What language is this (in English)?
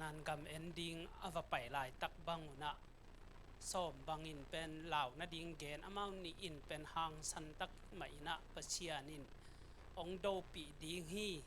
Tedim Chin